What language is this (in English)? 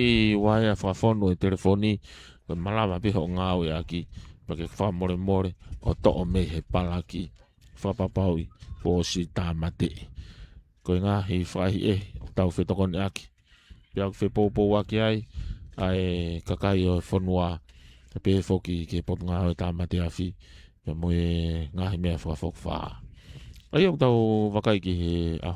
Tongan